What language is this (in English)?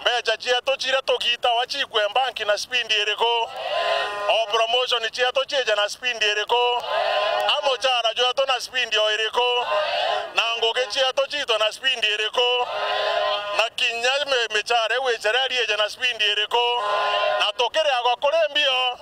Meru